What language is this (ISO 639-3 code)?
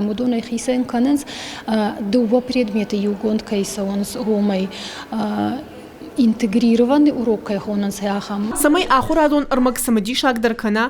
oss